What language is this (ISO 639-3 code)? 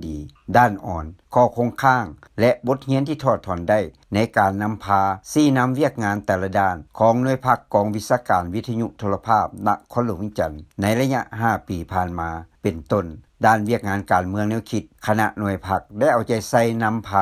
lao